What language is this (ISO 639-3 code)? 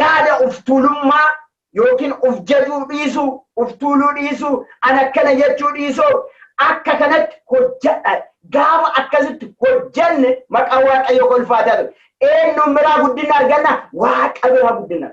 orm